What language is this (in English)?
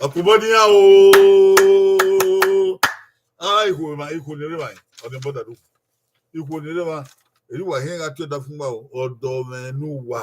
Bini